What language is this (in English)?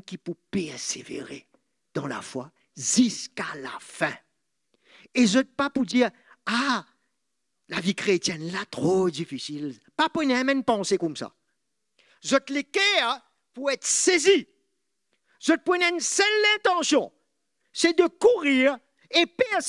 Morisyen